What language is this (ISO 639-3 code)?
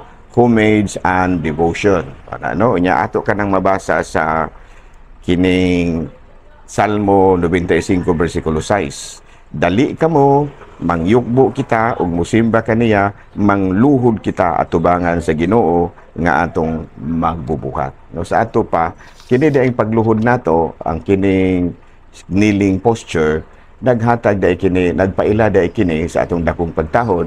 ceb